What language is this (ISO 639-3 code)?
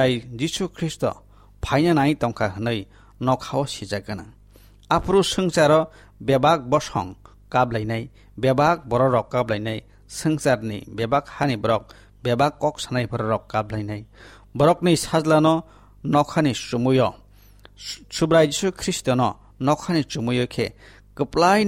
trp